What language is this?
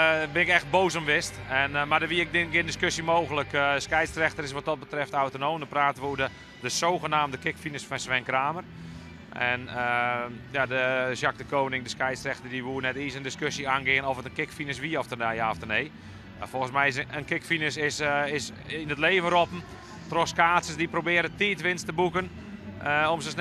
Western Frisian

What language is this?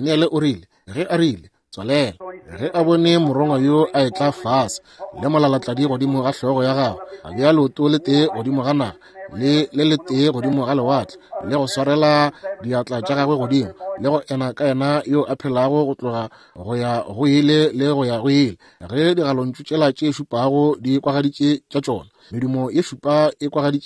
Northern Sotho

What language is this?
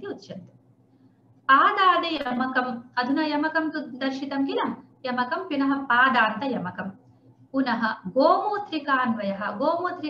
Sanskrit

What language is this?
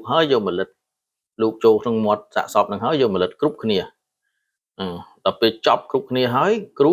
Khmer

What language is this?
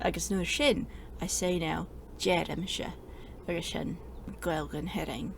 Scottish Gaelic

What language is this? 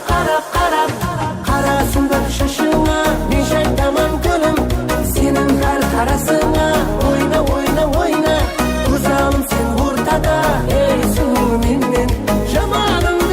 Kara-Kalpak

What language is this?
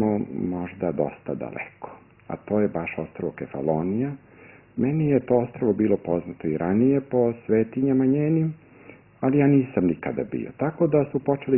Serbian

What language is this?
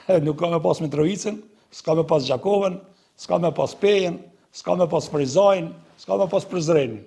Albanian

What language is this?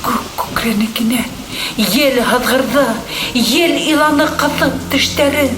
Bashkir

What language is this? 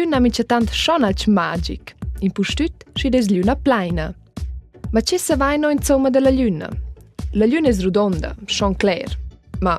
Romansh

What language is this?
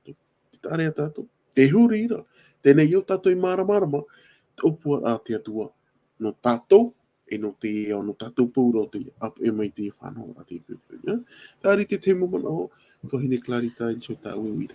Tahitian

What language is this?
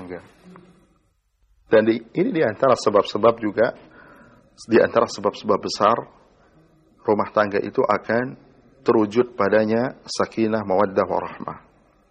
Indonesian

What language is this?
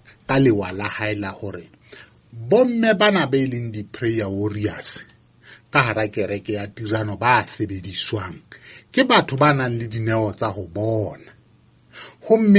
Southern Sotho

